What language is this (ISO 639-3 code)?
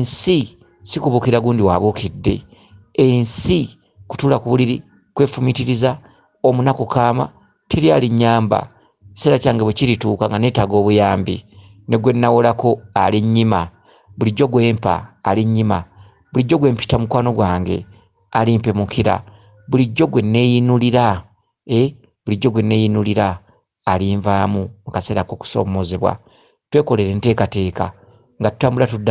lug